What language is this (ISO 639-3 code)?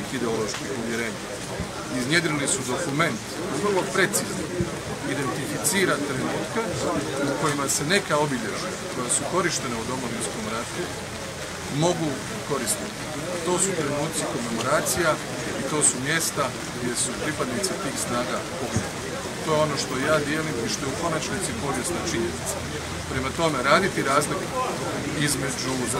hrv